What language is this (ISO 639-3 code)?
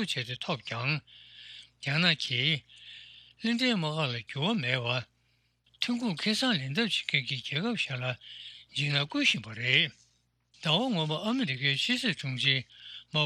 bod